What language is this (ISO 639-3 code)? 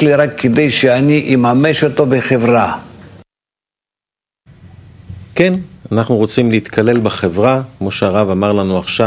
heb